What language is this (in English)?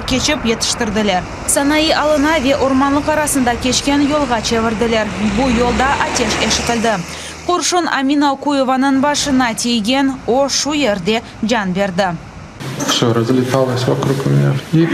Crimean Tatar